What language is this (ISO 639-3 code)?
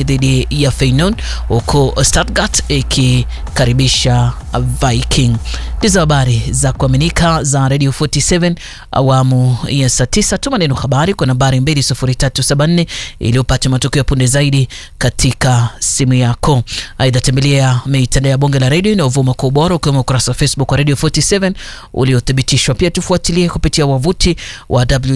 swa